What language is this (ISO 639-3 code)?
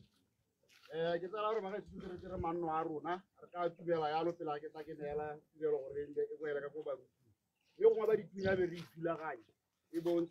tsn